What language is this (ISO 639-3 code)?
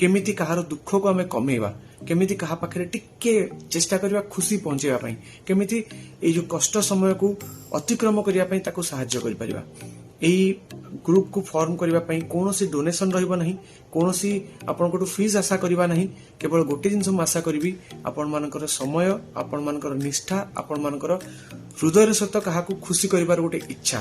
ori